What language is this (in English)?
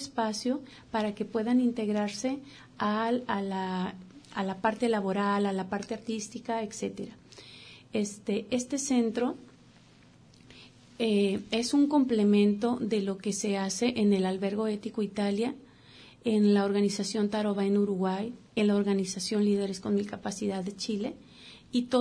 Spanish